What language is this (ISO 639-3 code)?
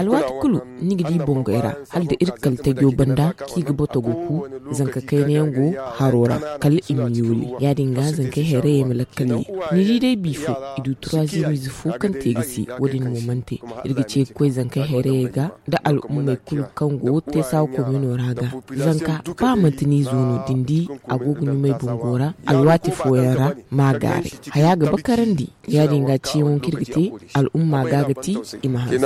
dje